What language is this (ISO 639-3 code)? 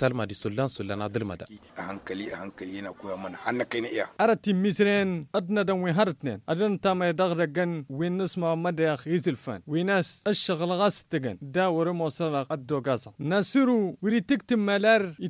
taq